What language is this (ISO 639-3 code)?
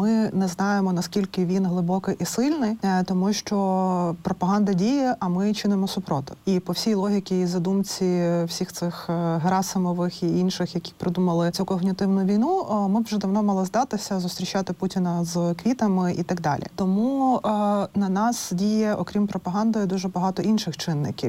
ukr